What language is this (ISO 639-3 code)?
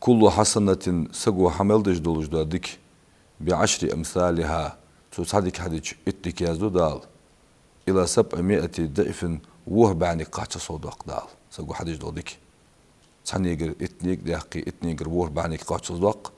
inh